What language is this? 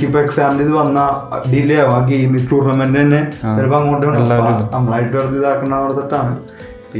Malayalam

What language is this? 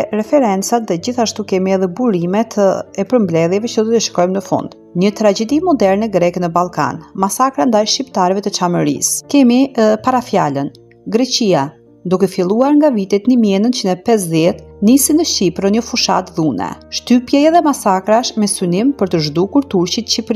Albanian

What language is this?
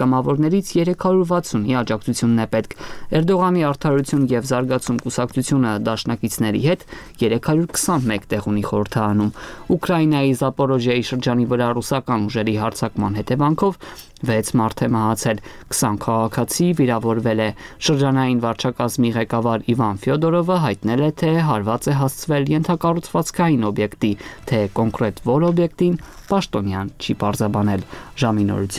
Armenian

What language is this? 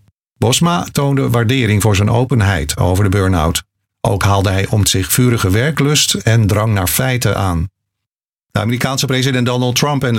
Dutch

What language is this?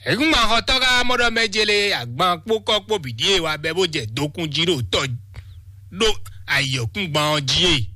Fon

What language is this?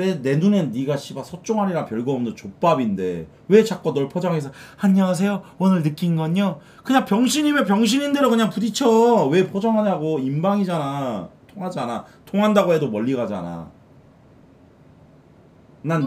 Korean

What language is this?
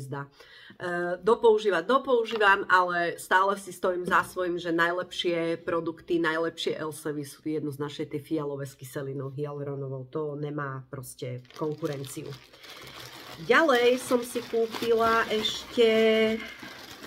Slovak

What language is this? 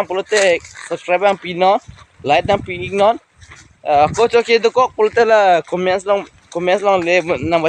Karbi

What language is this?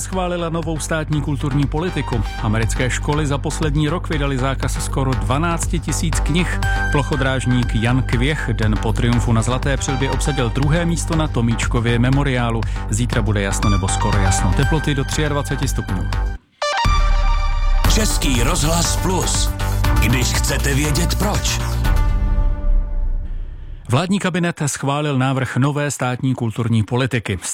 Czech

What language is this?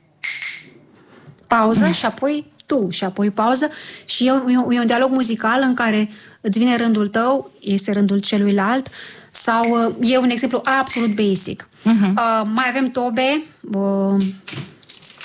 Romanian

